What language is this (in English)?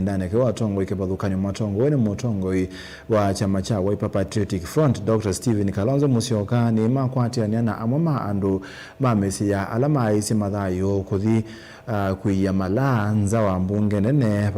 Kamba